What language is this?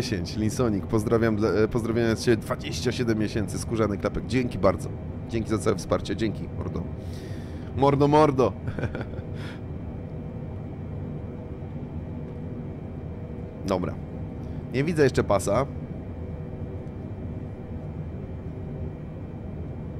Polish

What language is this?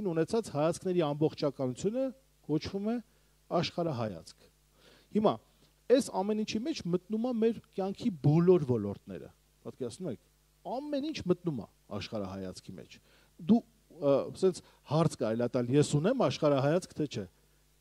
Armenian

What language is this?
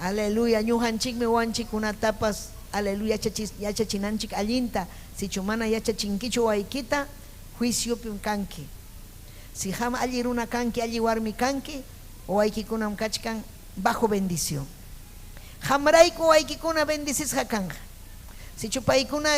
Ayacucho Quechua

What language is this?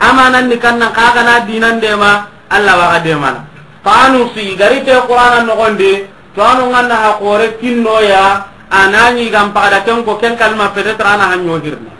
Soninke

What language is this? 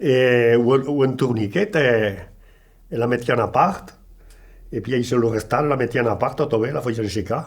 Occitan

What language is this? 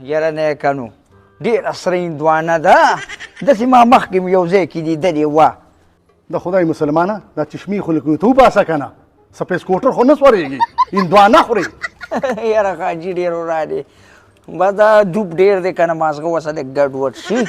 Pashto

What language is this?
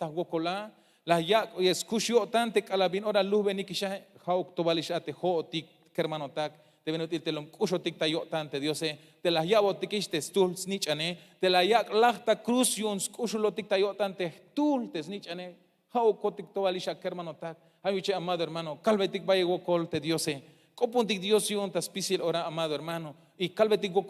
Tzeltal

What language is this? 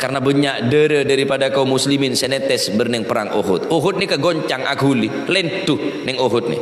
Madurese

